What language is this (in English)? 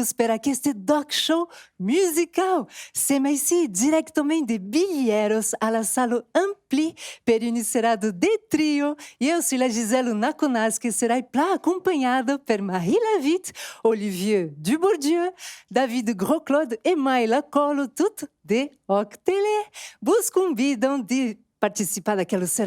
Occitan